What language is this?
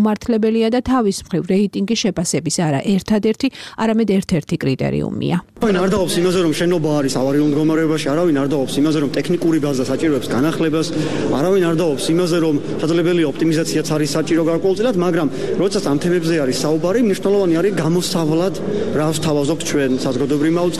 Georgian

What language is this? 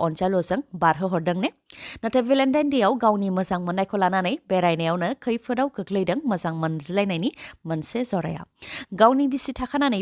Bodo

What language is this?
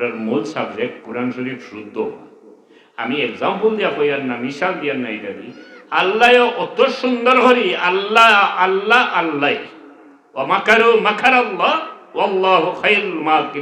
Sylheti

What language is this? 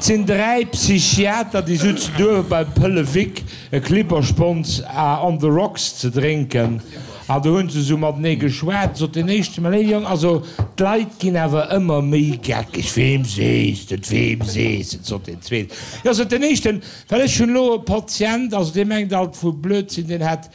Luxembourgish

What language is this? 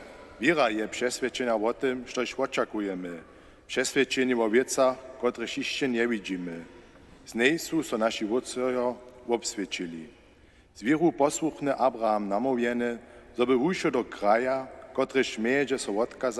Upper Sorbian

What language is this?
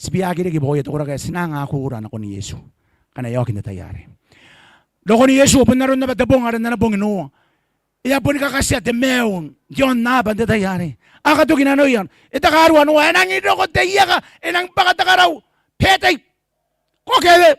Gilbertese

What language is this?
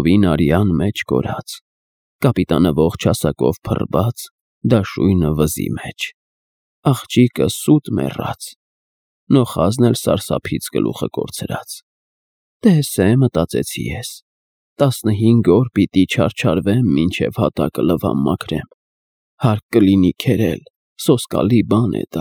Armenian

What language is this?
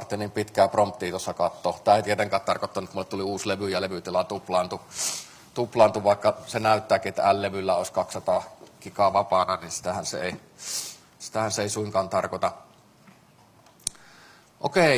Finnish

